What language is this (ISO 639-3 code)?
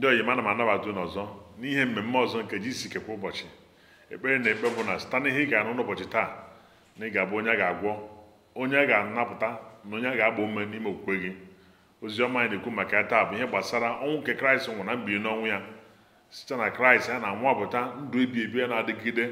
ibo